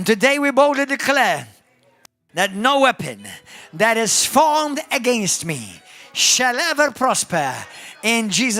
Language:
English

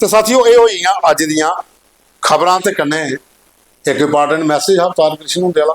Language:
Dogri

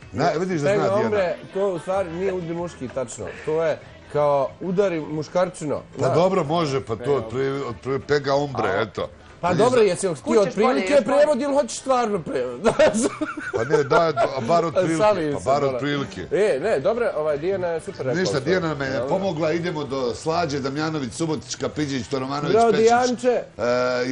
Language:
Bosnian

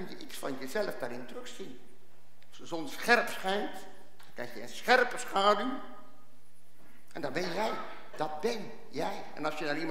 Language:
Dutch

